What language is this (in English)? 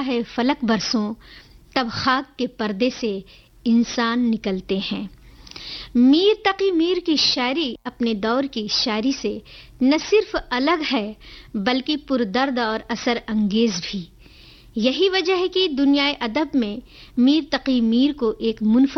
Urdu